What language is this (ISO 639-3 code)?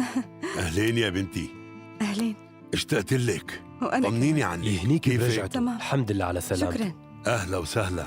apc